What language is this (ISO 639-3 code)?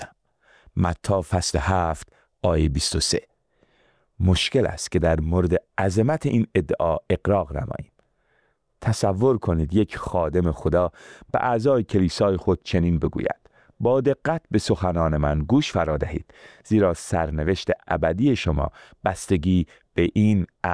fas